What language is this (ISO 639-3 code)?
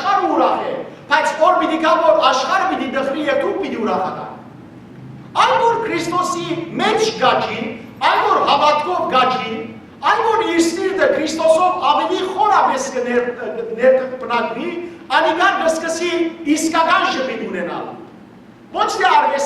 hyw